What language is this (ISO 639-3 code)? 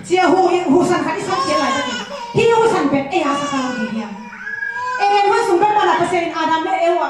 ctd